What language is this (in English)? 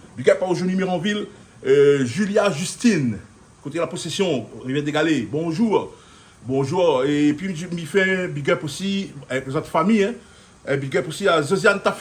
Réunion Creole French